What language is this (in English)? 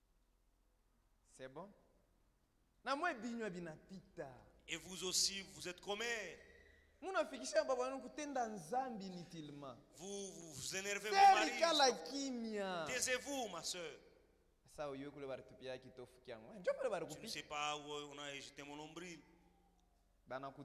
Swahili